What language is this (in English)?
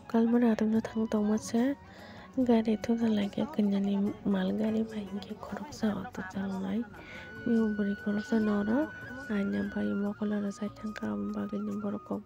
Kok Borok